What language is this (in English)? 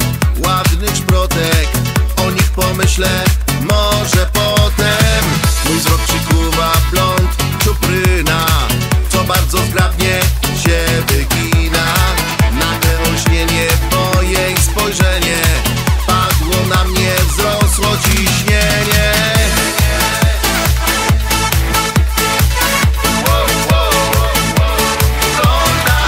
Polish